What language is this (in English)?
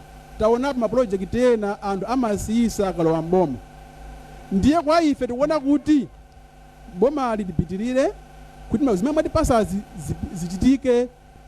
Nyanja